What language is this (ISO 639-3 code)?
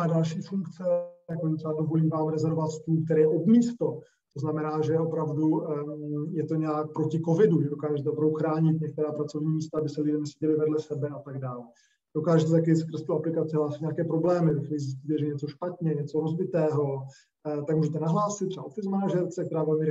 ces